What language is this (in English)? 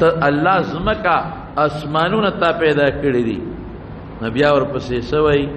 Pashto